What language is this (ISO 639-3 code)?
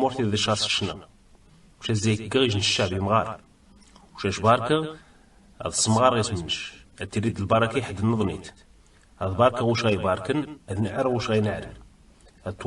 kab